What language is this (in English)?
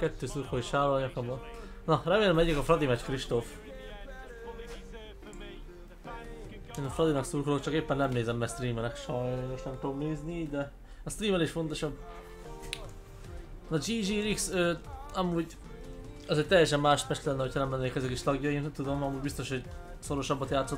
Hungarian